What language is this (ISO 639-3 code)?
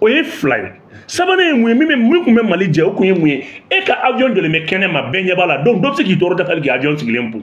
bam